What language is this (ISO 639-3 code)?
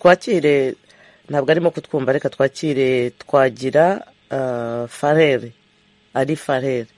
kin